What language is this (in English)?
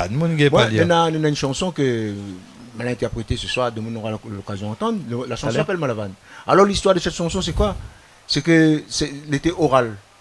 Réunion Creole French